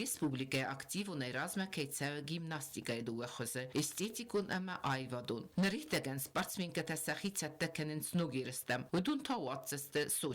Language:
Ossetic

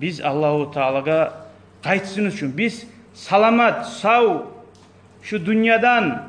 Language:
Kumyk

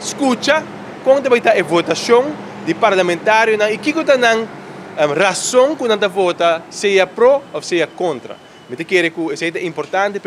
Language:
Papiamento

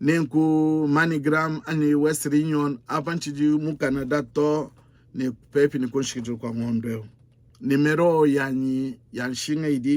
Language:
Luba-Lulua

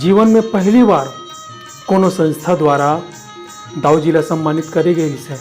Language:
Chhattisgarhi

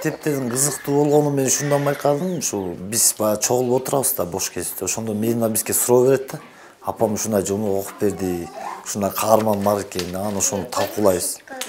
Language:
Kyrgyz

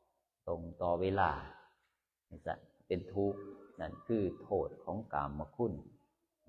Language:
Northeastern Thai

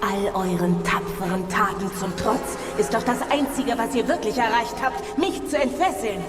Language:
Swiss German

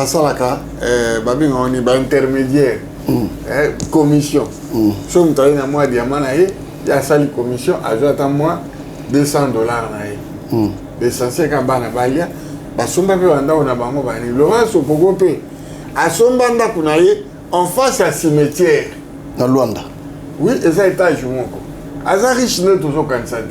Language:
Lingala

